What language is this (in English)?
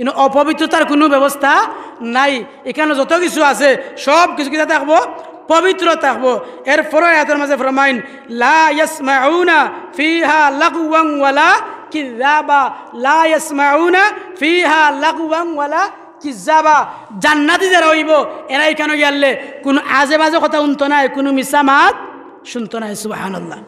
Sylheti